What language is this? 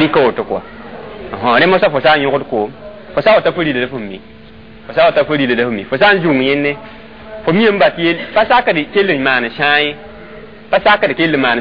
Mossi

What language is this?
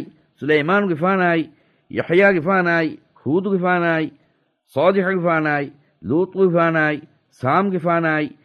Divehi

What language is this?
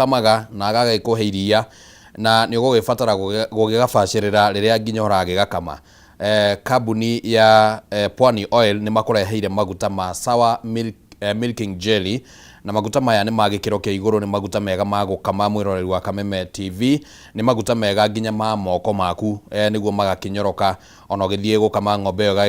Kikuyu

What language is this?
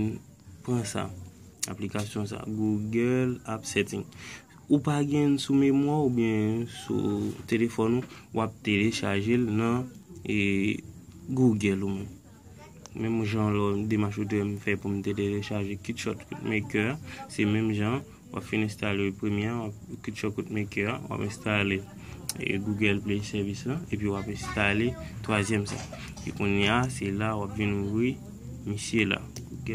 Haitian Creole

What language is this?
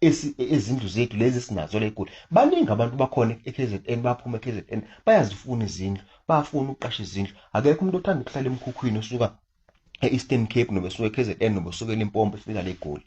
Zulu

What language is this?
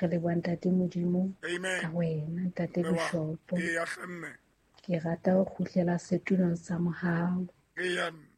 Southern Sotho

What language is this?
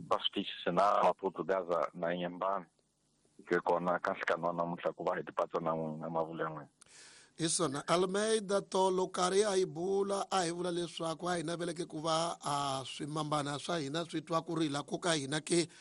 Tsonga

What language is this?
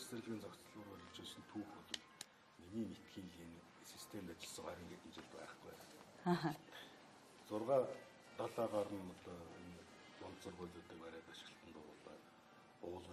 Mongolian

